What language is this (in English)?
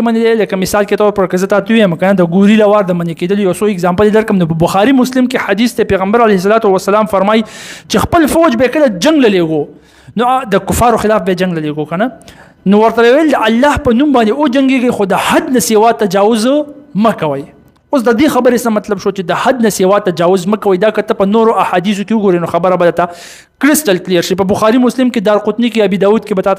Pashto